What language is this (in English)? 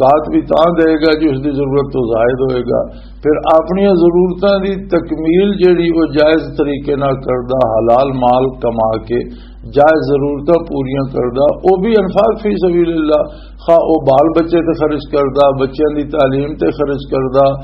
Western Panjabi